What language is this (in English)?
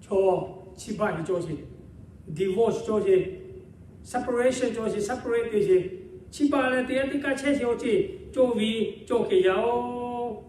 Lahu